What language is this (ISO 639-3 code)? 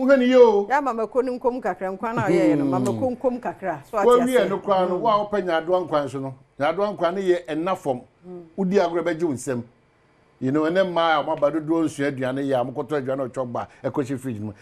aka